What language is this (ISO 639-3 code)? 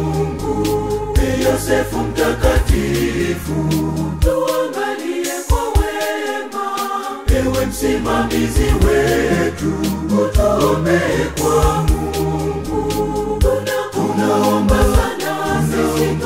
swa